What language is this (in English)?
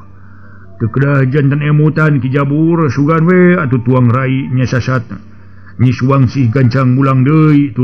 Sundanese